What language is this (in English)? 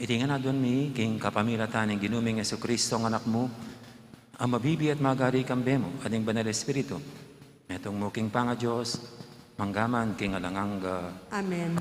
Pampanga